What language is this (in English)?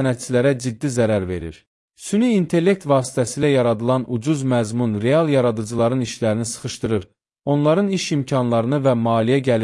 Azerbaijani